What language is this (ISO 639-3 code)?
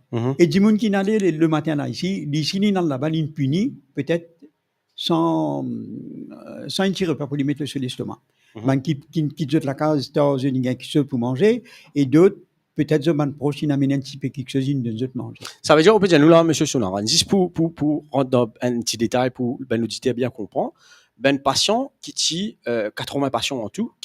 mfe